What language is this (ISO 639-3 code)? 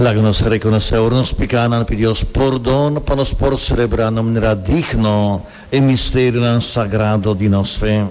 pap